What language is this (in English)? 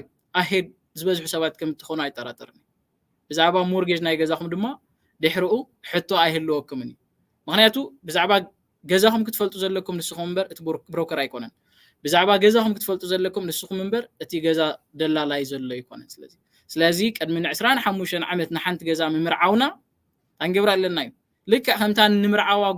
Tigrinya